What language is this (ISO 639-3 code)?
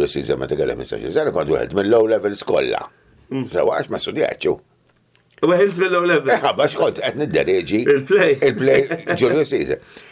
mlt